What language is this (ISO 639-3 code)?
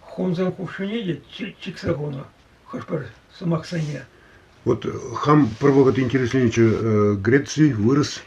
chv